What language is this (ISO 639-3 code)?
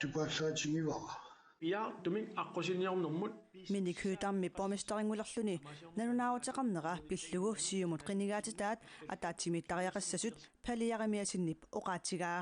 kal